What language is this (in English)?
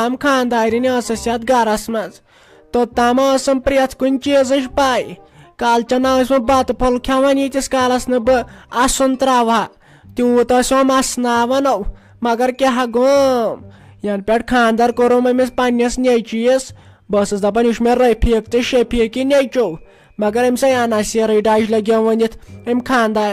Kashmiri